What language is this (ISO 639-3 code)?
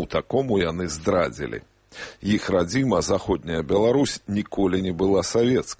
bel